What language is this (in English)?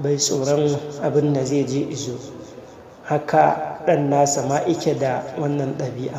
Hausa